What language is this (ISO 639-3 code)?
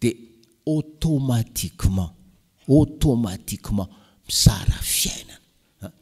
mlg